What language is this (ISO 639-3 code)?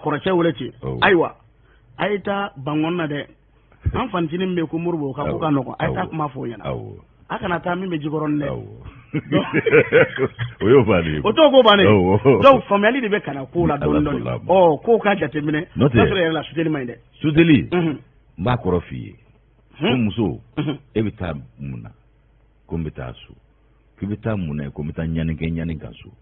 bam